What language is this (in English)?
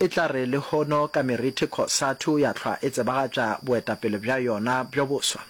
Northern Sotho